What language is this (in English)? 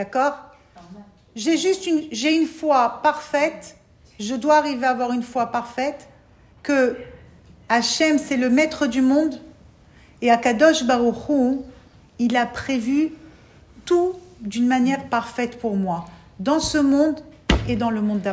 French